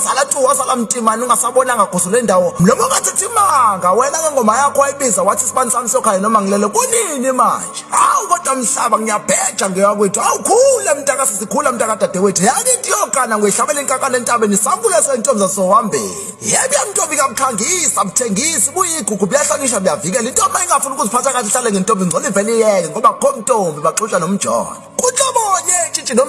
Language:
Zulu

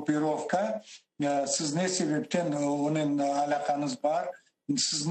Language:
Crimean Tatar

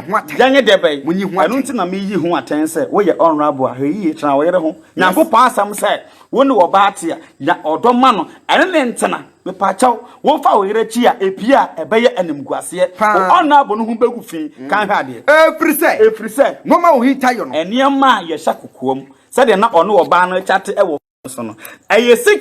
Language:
Akan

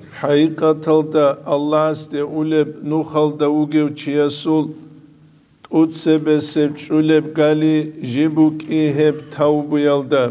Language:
Avaric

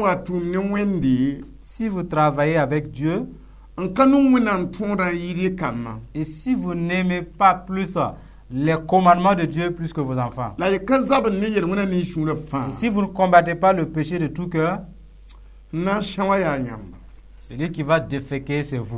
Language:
Mossi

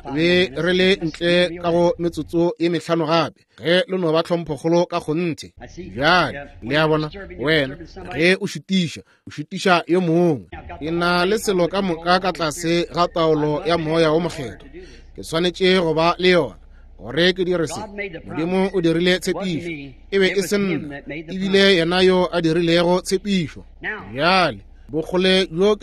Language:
Northern Sotho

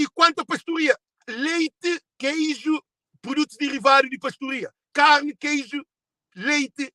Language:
Kabuverdianu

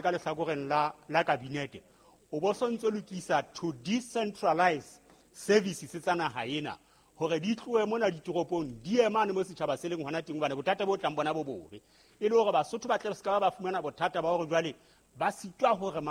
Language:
Southern Sotho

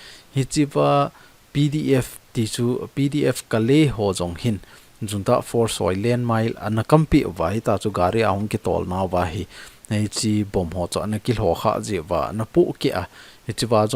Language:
Thado Chin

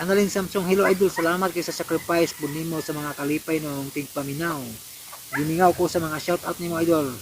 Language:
Cebuano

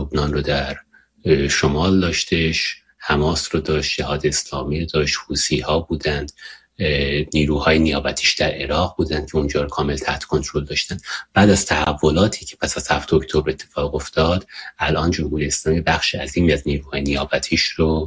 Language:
Persian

